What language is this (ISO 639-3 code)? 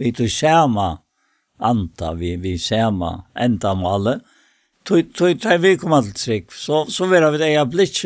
fao